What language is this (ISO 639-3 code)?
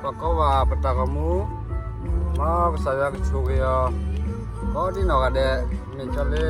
ksw